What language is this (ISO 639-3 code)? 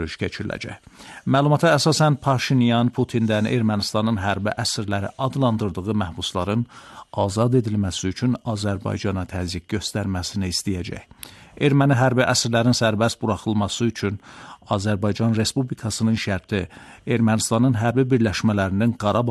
aze